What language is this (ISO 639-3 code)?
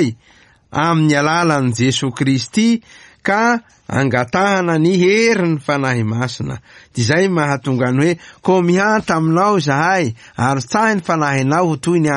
mlg